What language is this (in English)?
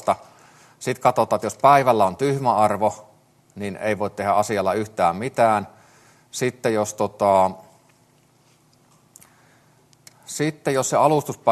Finnish